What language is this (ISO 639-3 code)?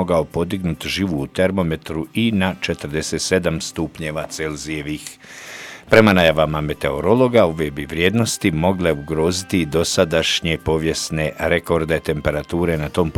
hrv